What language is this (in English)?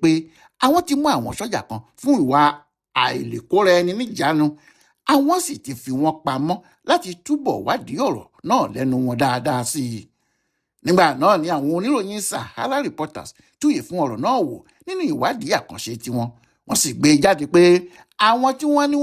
Yoruba